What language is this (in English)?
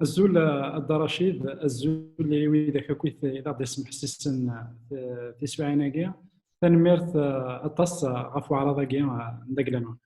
Kabyle